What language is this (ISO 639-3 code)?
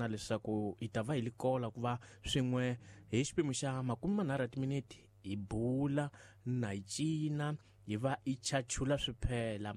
tso